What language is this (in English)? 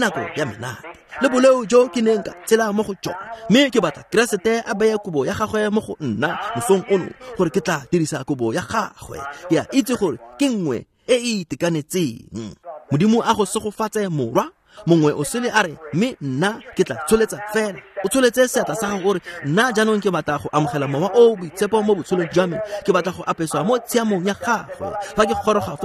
Tswana